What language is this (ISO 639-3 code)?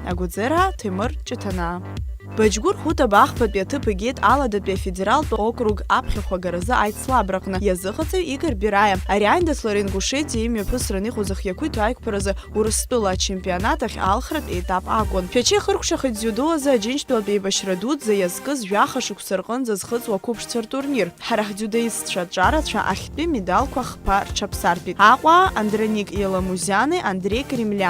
abk